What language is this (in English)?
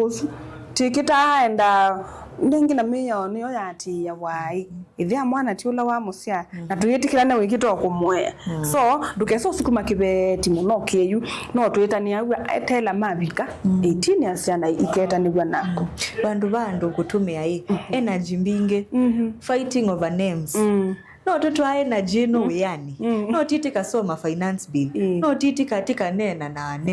Kamba